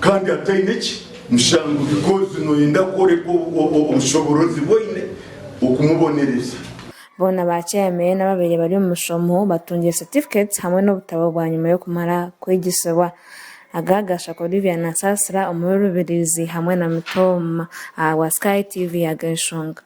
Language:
Nyankole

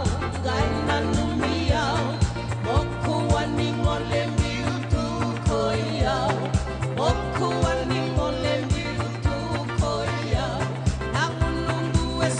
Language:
Fijian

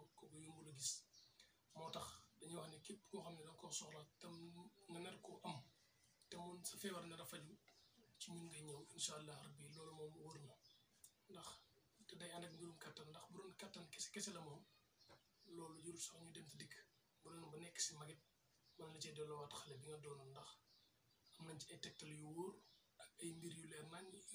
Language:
Wolof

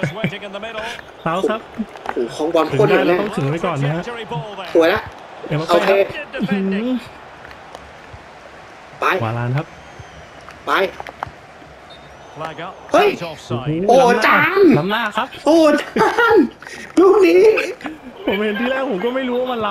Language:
Thai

